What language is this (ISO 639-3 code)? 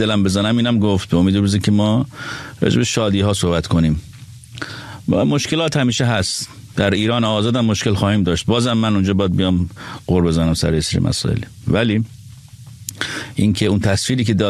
fas